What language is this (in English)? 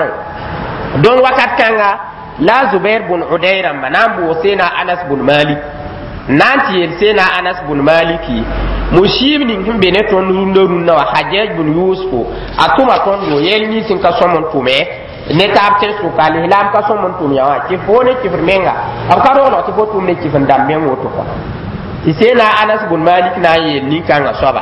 Mossi